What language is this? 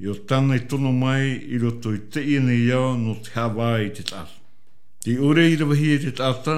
Tahitian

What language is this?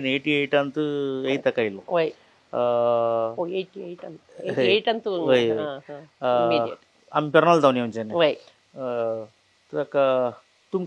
Konkani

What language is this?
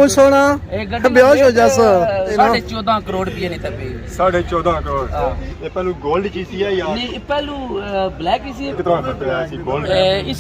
Pahari-Potwari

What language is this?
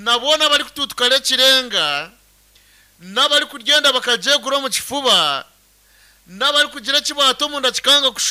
Nyankole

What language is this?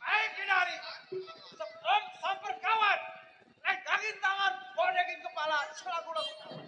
Betawi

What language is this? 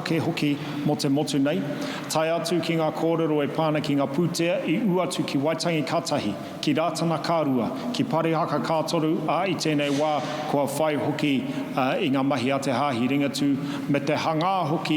Māori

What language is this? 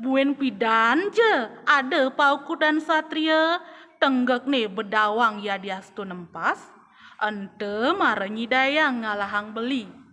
Balinese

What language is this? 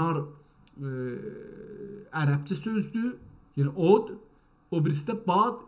South Azerbaijani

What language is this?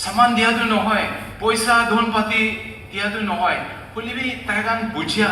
Naga Pidgin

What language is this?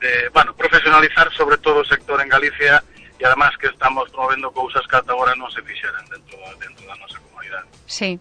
Galician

